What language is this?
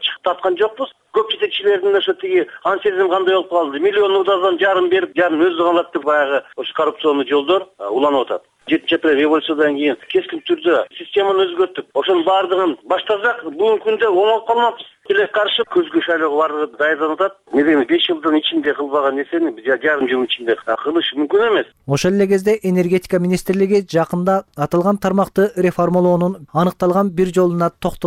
Kyrgyz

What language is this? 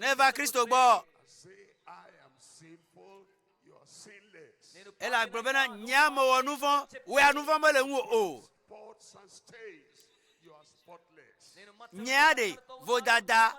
Ewe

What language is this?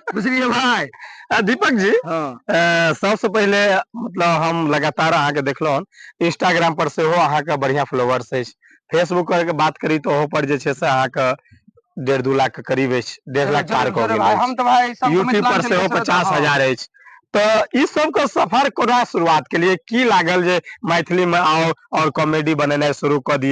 Maithili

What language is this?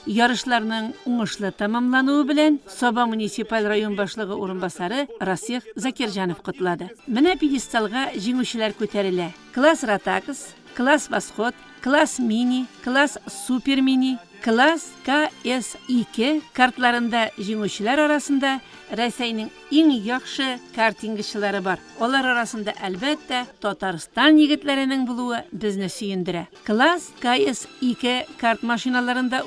Tatar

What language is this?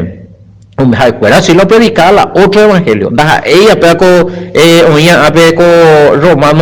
Guarani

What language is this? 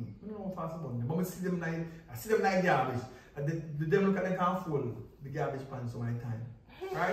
Jamaican Creole English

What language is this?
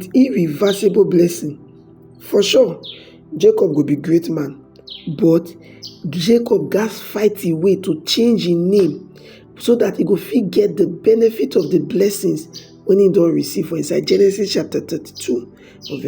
Nigerian Pidgin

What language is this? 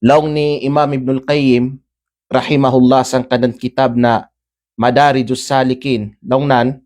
Kalagan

